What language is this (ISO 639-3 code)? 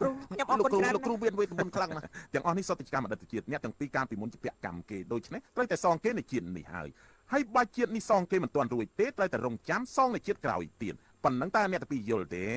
khm